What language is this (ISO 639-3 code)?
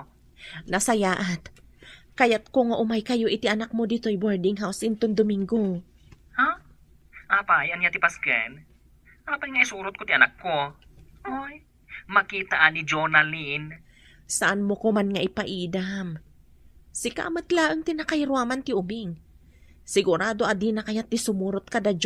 ilo